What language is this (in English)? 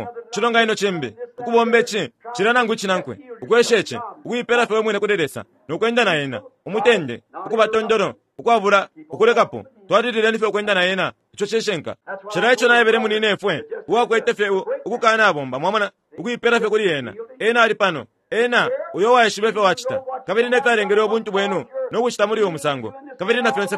Bemba